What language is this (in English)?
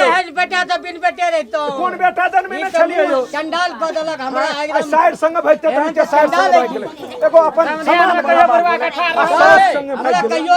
Maithili